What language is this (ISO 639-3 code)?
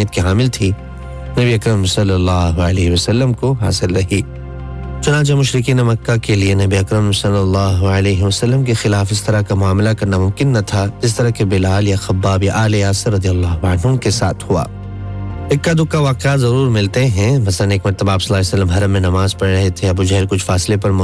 urd